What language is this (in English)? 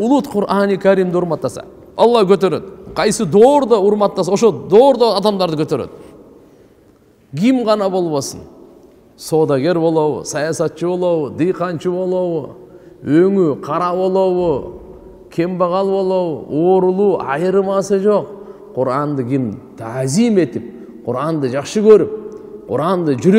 Kyrgyz